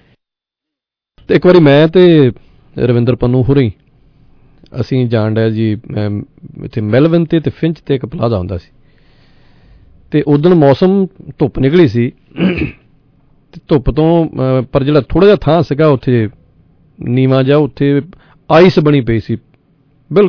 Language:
Punjabi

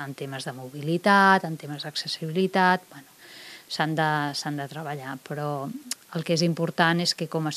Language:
Catalan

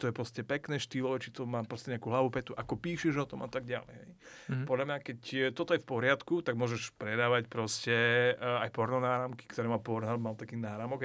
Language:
Slovak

